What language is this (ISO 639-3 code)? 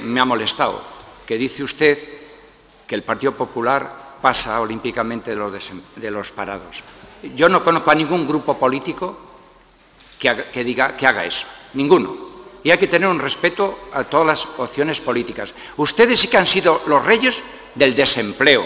spa